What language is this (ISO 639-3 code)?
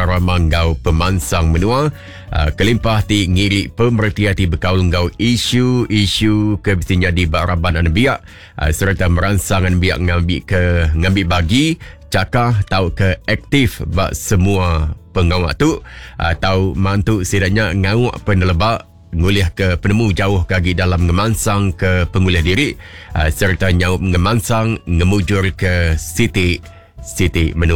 iba